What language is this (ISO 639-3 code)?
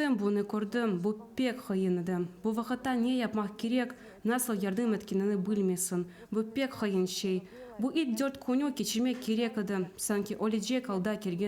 crh